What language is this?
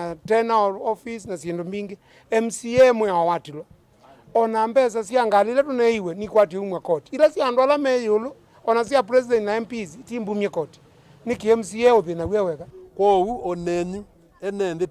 Kamba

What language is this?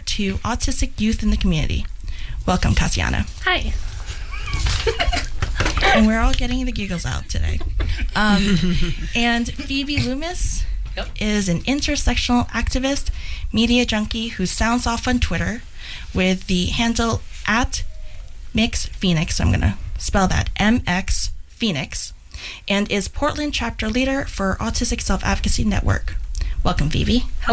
English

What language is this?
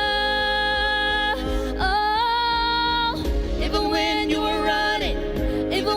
Ao Naga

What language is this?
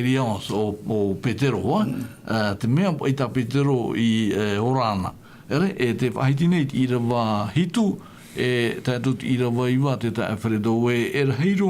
Tahitian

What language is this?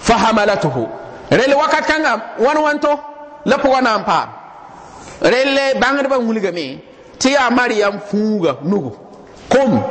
Mossi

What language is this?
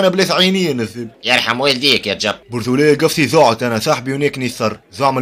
Tunisian Arabic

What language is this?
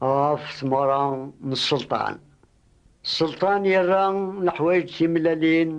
Kabyle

